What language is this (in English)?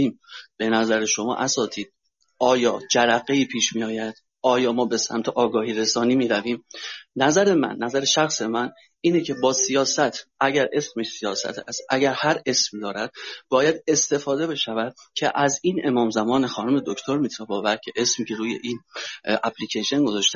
Persian